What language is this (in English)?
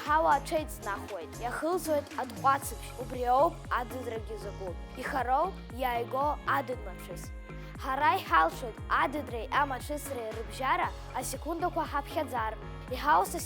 Abkhazian